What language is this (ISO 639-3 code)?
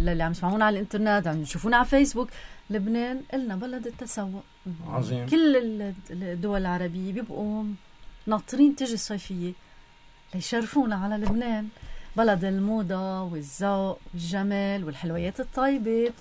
apc